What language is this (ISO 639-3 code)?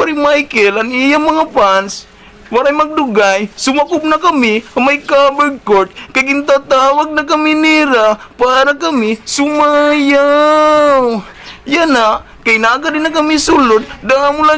war